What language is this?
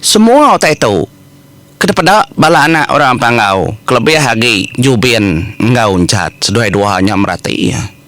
Iban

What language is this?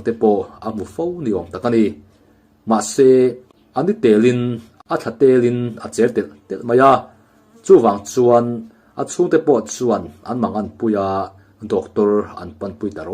Mizo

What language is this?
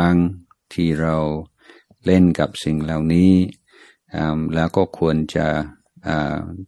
Thai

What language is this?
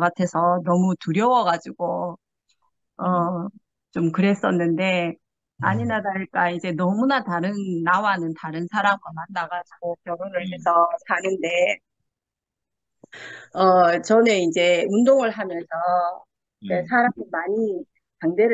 Korean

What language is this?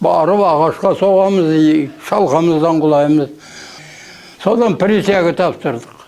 Kazakh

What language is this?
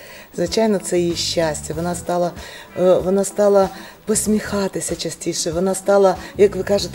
Ukrainian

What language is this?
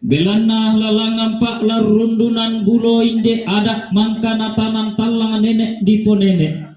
Toraja-Sa'dan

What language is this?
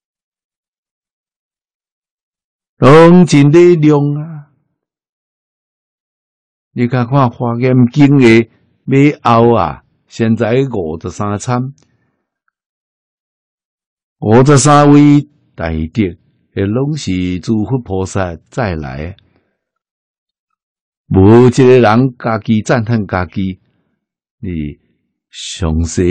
Min Nan Chinese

